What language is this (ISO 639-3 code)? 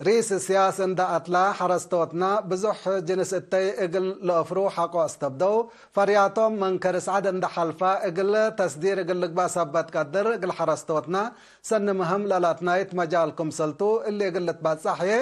tig